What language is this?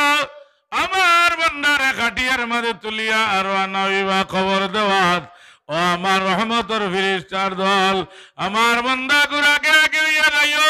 Sylheti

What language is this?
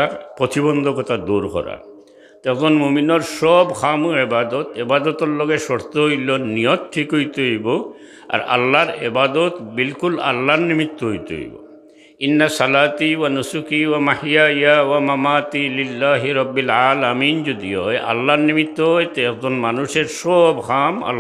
Sylheti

